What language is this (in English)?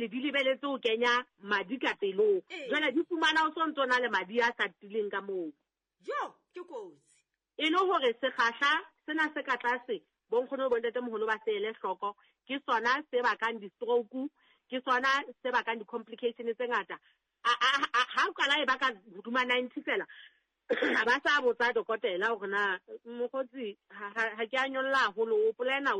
Southern Sotho